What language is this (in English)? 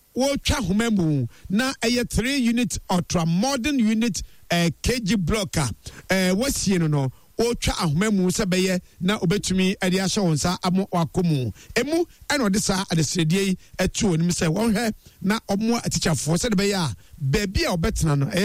Akan